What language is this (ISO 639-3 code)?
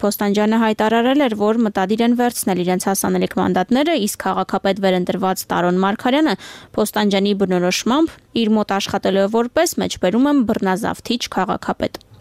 hye